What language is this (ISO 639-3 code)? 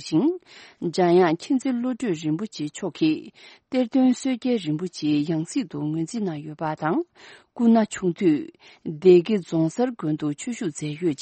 bod